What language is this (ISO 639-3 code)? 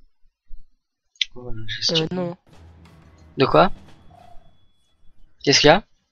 fra